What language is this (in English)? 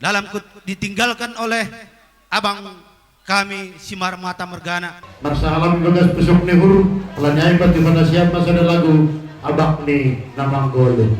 Batak Simalungun